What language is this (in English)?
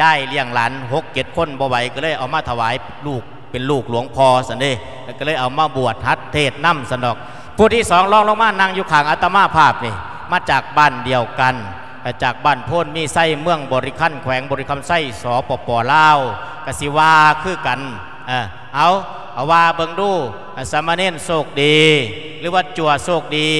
Lao